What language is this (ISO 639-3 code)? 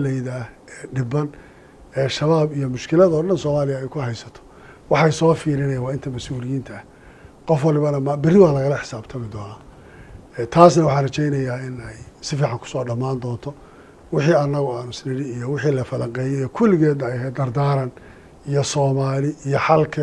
som